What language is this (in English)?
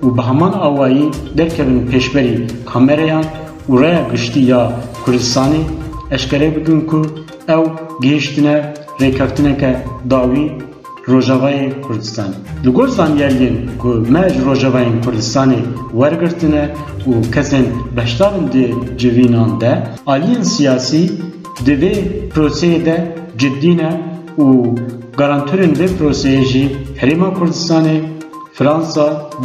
Kurdish